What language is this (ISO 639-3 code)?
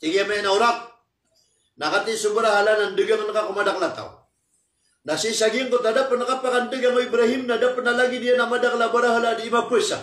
mrw